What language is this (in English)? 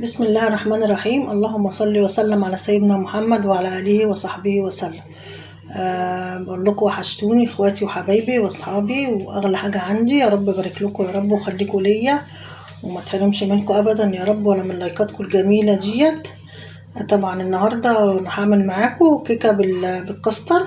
Egyptian Arabic